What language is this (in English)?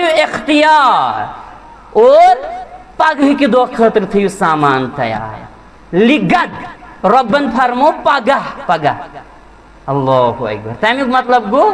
Kashmiri